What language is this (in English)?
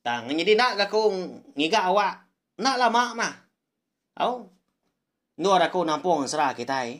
Iban